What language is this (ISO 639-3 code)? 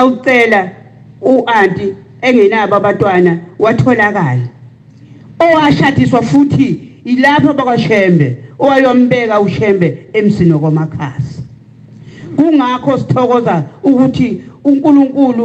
zul